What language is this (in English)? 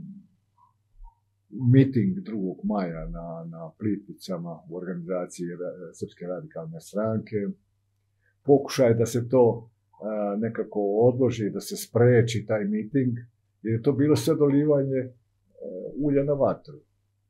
Serbian